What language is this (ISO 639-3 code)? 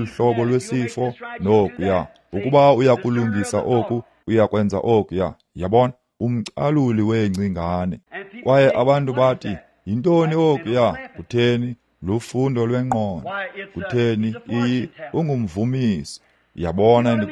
xho